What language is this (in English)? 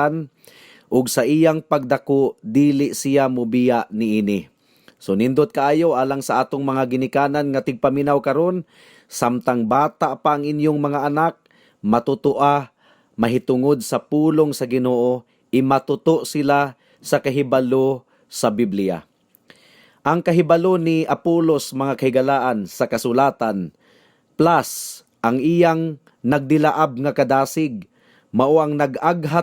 Cebuano